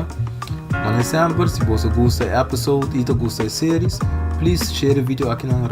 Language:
Papiamento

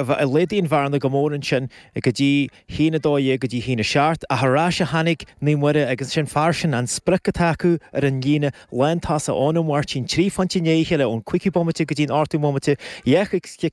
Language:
Irish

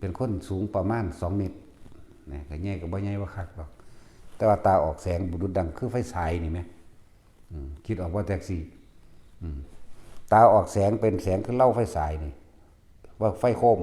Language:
Northeastern Thai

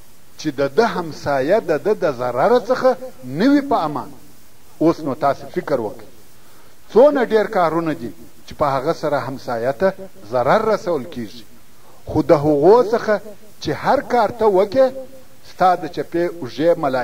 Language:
Pashto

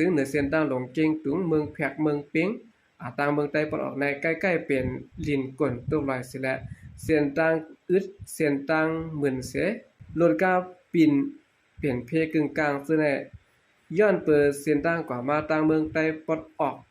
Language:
Shan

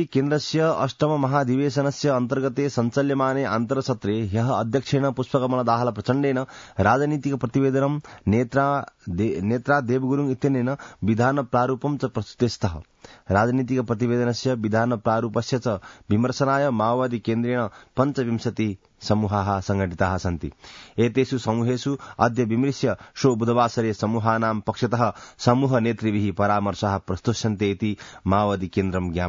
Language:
Sanskrit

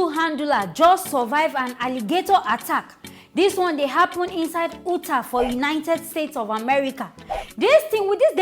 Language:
Nigerian Pidgin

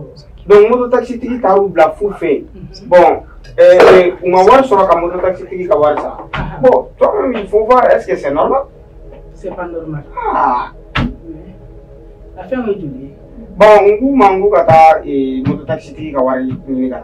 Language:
Bambara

